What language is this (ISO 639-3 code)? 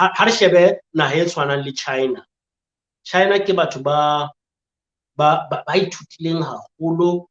sot